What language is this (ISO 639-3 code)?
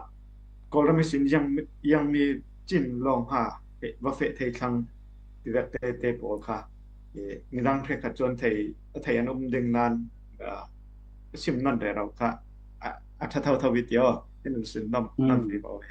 cfm